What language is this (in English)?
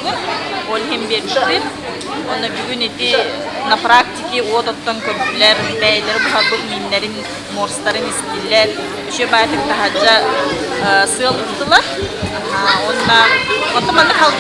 Yakut